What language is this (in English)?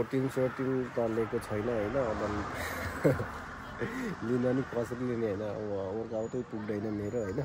Nepali